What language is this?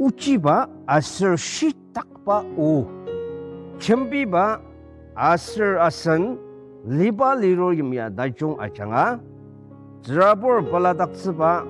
Ao Naga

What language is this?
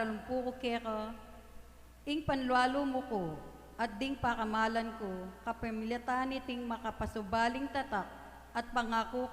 Pampanga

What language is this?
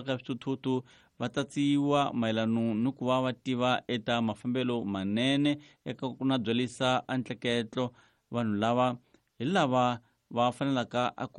Tsonga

